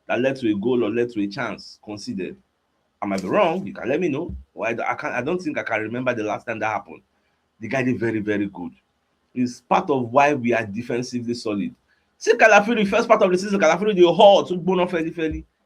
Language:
Nigerian Pidgin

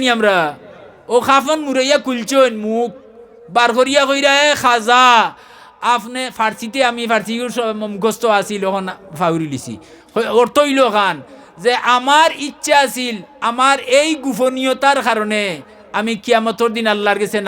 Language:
Sylheti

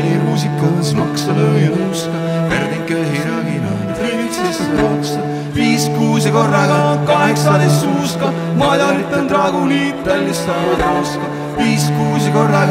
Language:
Estonian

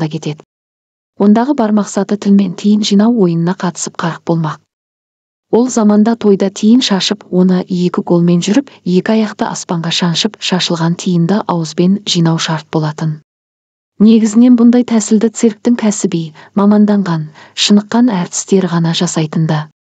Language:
Kazakh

